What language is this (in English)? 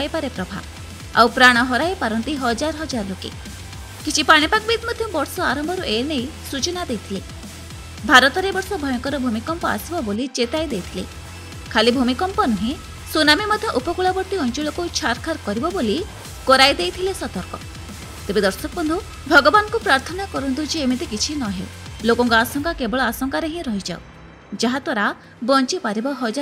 Odia